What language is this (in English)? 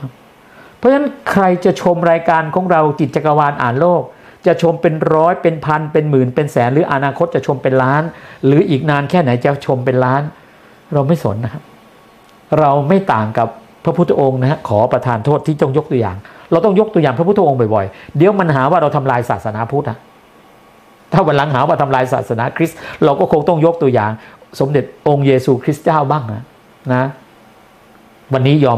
Thai